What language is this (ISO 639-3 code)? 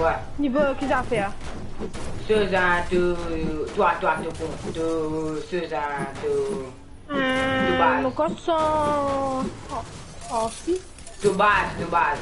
mfe